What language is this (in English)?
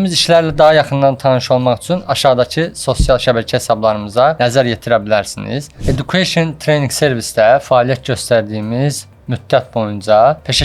Azerbaijani